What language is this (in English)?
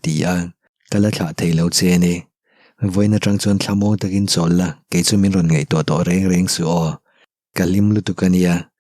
Mizo